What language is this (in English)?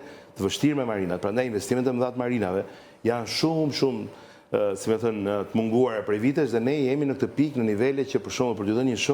Albanian